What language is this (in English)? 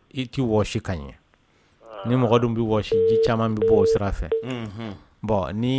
Dyula